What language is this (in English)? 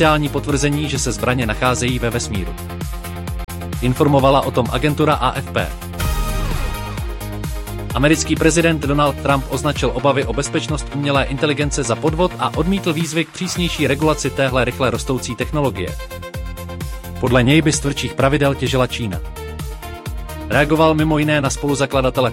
Czech